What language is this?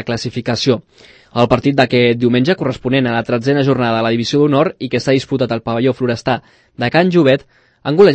Catalan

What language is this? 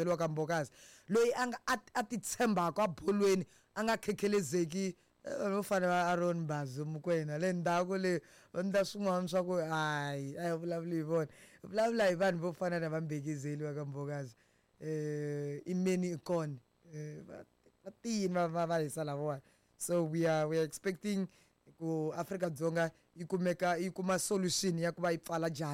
Tsonga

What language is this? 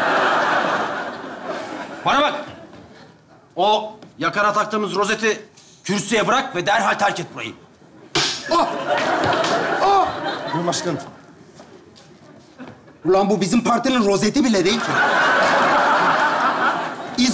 Turkish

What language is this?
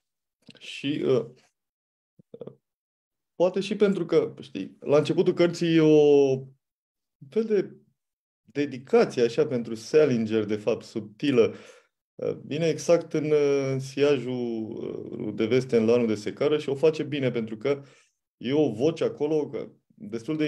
Romanian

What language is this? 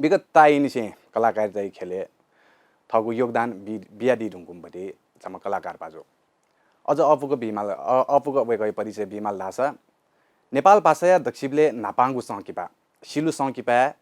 Newari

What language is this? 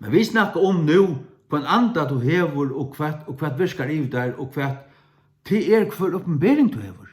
Faroese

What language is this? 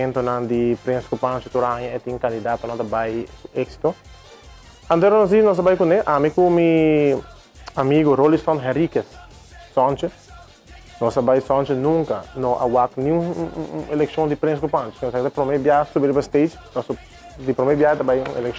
Papiamento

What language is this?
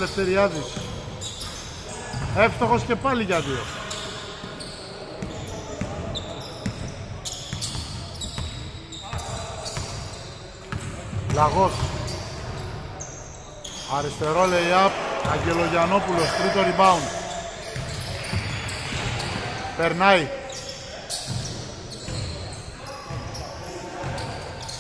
Greek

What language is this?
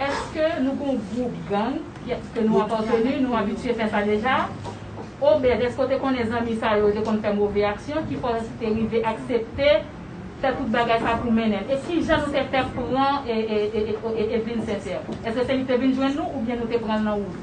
Haitian Creole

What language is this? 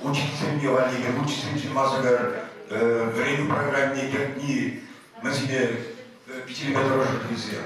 Chuvash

